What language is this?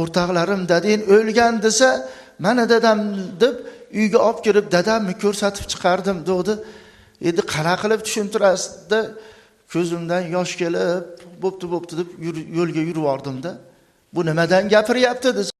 Uzbek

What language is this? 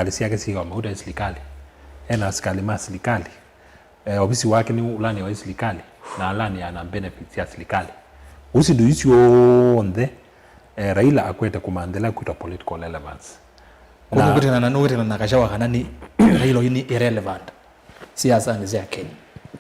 Kamba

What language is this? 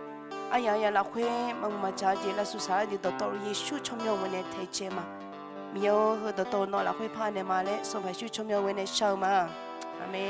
Akha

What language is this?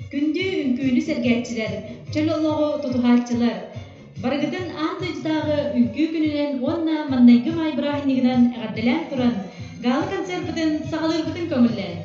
Yakut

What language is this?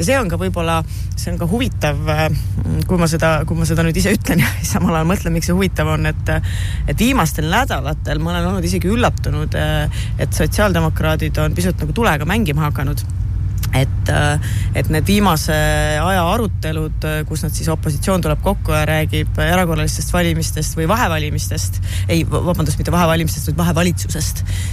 Estonian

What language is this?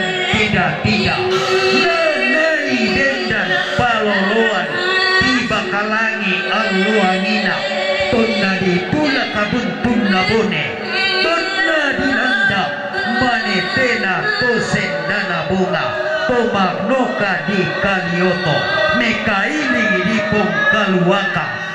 Toraja-Sa'dan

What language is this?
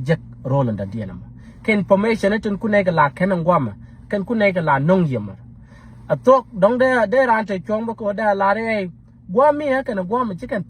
Nuer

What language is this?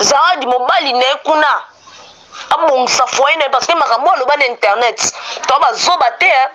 Lingala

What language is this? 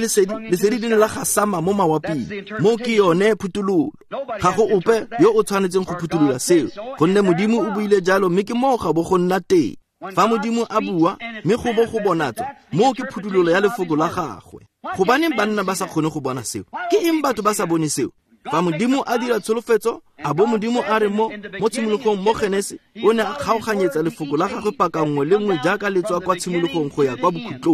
Tswana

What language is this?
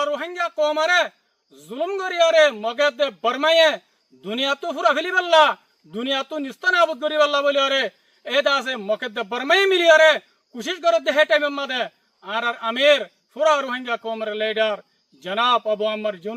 Rohingya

